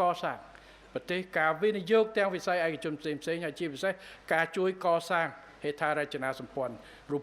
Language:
Khmer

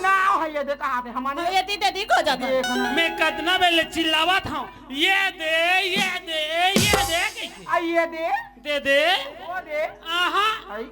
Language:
Chhattisgarhi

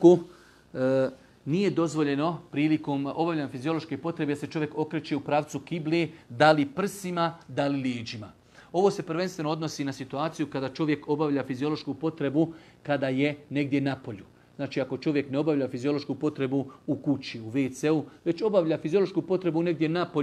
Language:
Bosnian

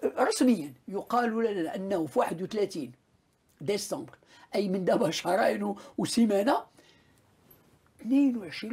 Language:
Moroccan Arabic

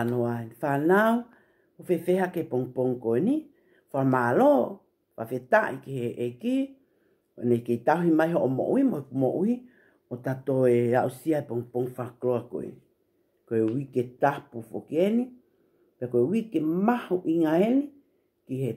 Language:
Tongan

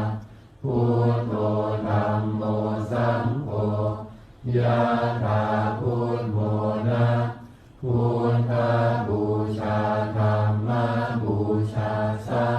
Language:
Pali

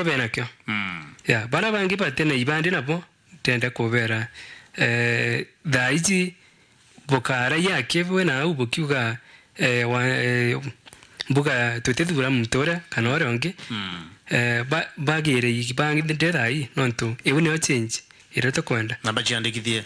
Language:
Meru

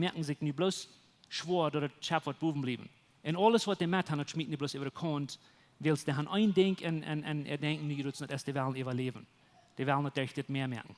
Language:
Plautdietsch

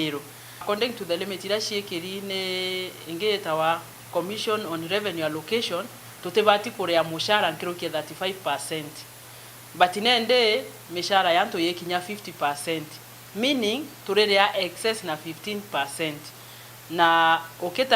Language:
Meru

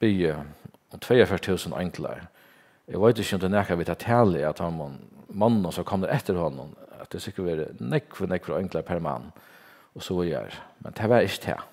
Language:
Faroese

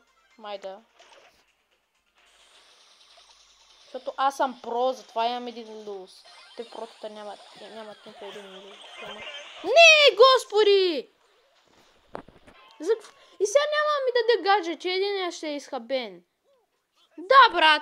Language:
Bulgarian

